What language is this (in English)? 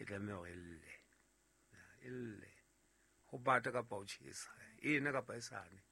Southern Sotho